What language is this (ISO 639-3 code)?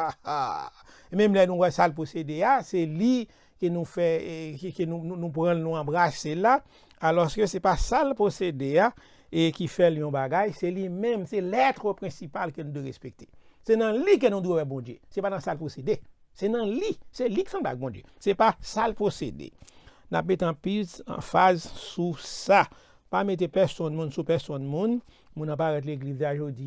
hat